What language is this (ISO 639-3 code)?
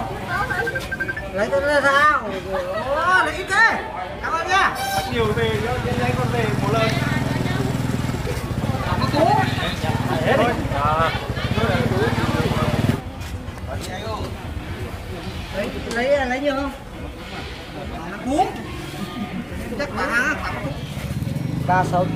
vie